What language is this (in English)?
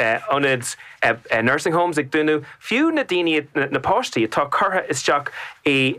Irish